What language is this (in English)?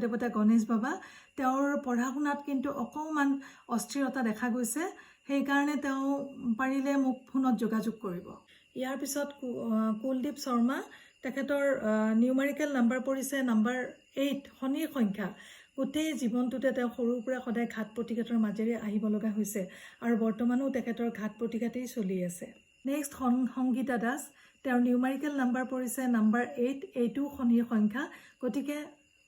Assamese